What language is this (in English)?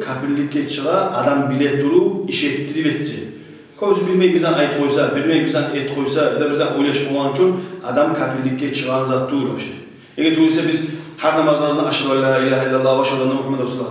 Kumyk